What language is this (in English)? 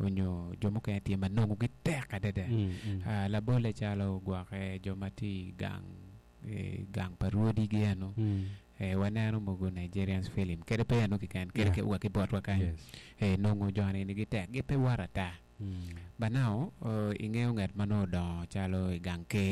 Acoli